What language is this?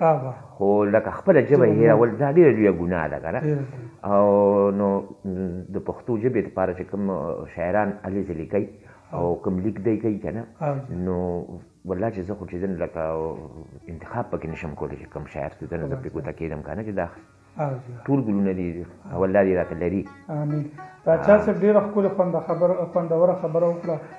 Pashto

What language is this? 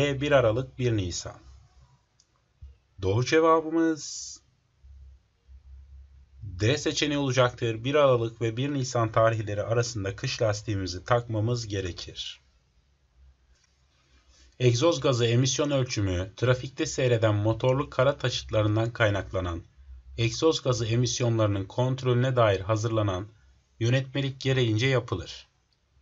Turkish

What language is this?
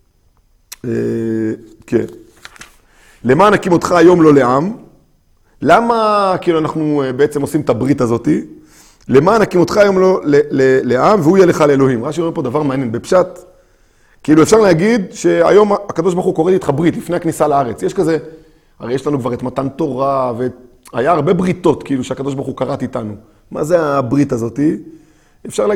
Hebrew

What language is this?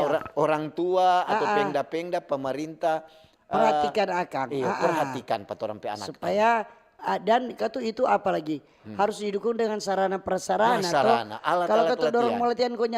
Manado Malay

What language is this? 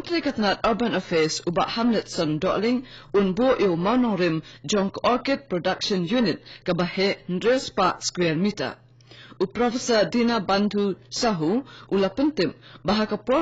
Khasi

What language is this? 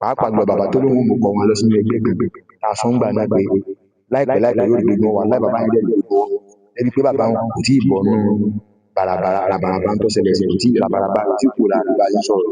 Yoruba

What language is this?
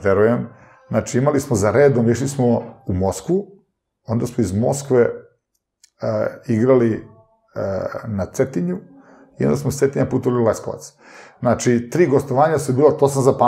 Serbian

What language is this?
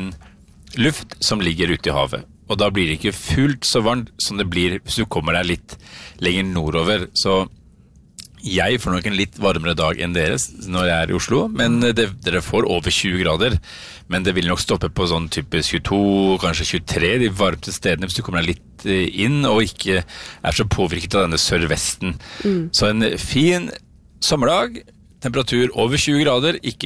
Norwegian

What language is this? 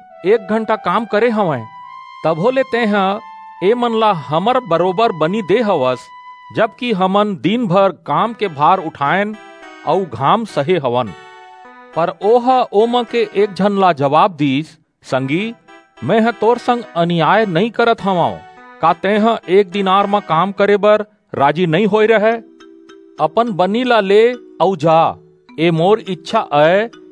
Chhattisgarhi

